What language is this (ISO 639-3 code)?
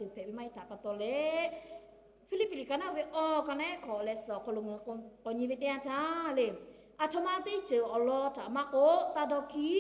lhu